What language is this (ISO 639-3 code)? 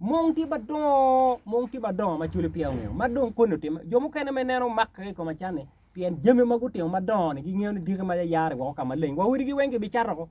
ach